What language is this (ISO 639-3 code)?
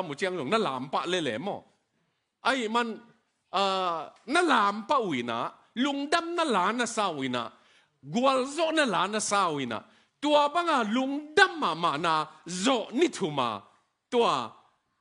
ctd